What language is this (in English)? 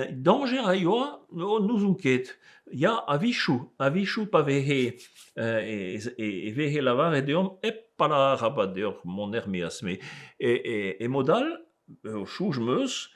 Breton